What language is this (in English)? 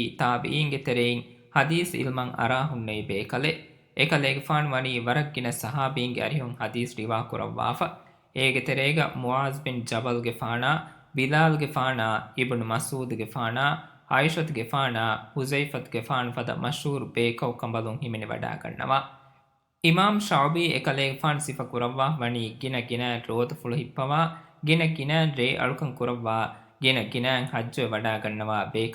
Divehi